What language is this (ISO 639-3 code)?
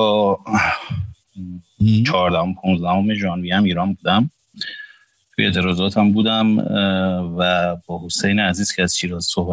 fas